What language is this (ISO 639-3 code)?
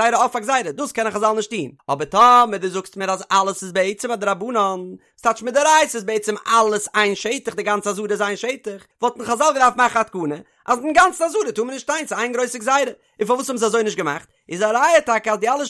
yid